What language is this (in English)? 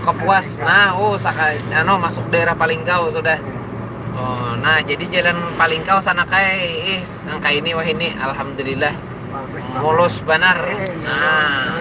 Banjar